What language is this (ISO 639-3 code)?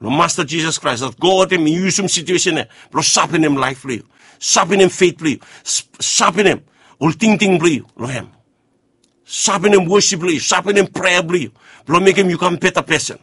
bis